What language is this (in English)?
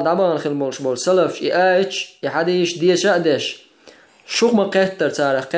Chechen